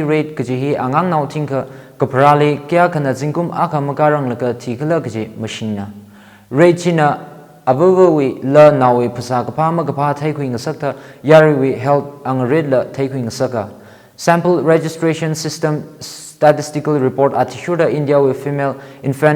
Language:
Tangkhul Naga (India)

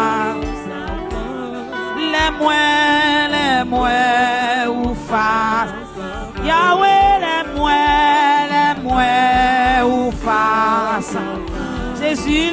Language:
Haitian Creole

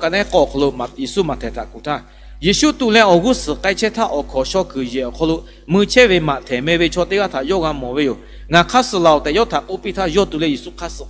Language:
Lahu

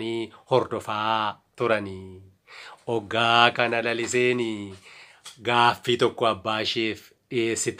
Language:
Oromo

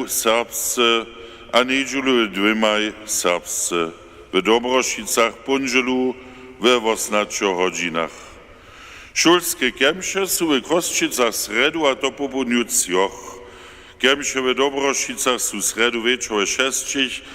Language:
Upper Sorbian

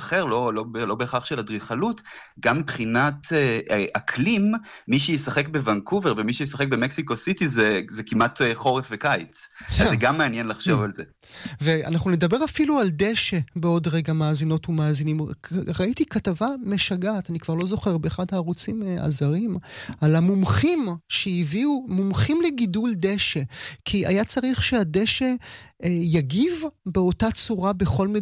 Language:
Hebrew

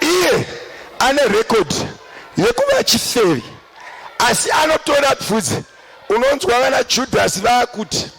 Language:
Shona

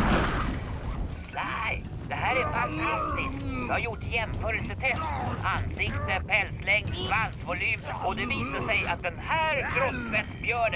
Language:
Swedish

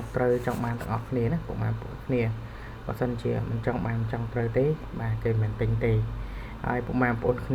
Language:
Khmer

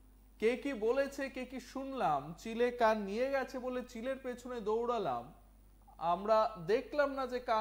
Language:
Bangla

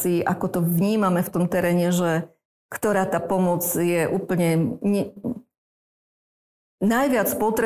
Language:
Slovak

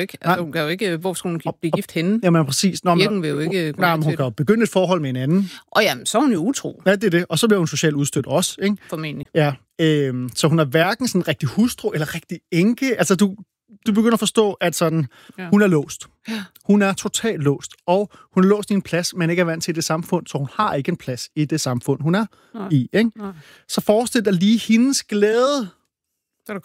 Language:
Danish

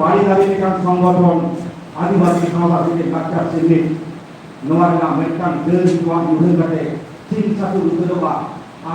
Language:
Santali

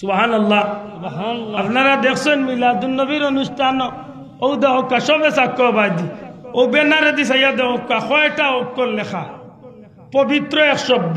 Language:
Sylheti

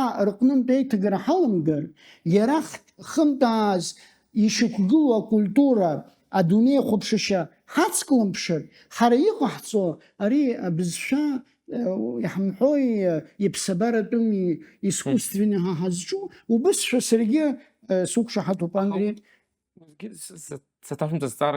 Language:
Abkhazian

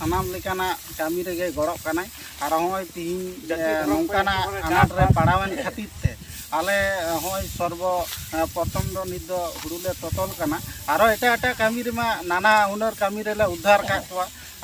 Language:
Santali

